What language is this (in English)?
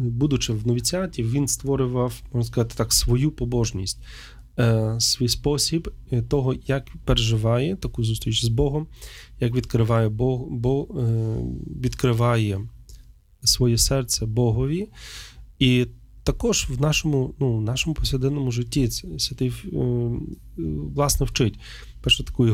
Ukrainian